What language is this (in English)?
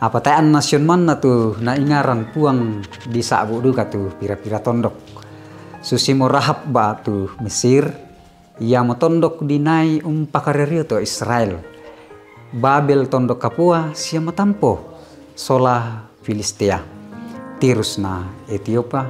Toraja-Sa'dan